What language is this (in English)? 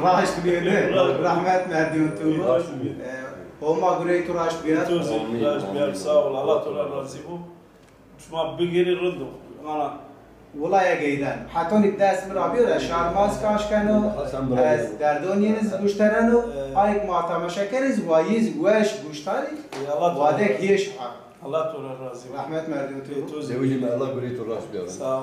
Zaza